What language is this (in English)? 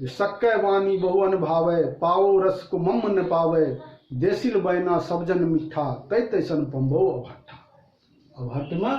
Maithili